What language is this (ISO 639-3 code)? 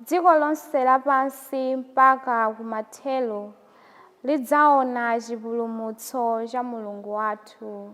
nya